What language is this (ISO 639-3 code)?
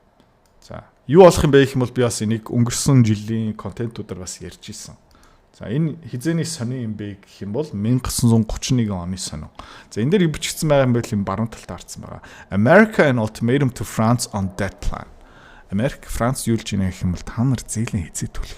mon